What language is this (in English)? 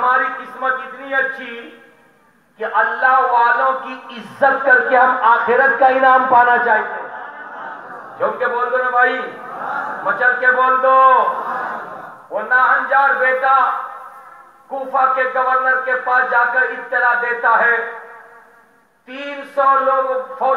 Urdu